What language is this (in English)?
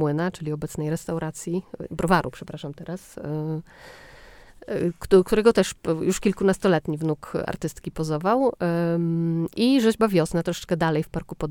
Polish